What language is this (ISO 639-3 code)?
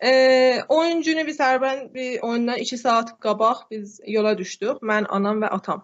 azb